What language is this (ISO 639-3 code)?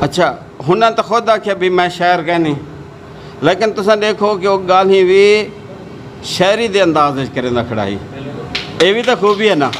skr